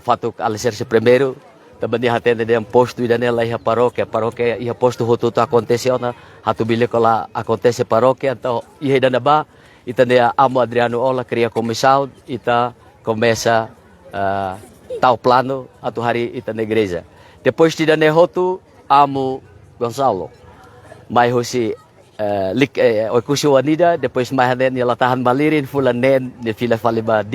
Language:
Tetum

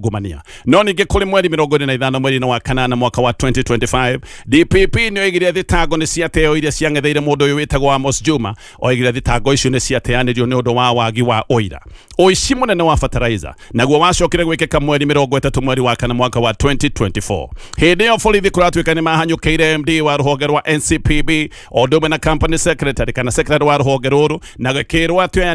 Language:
Kikuyu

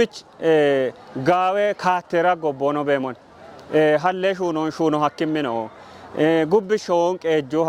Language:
Kafa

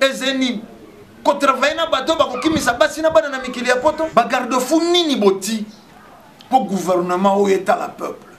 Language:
Lingala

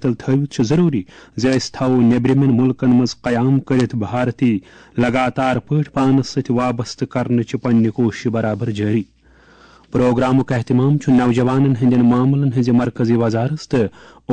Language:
Kashmiri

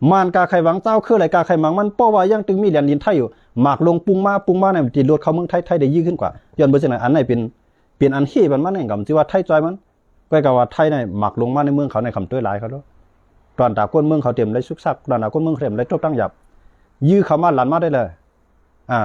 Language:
Shan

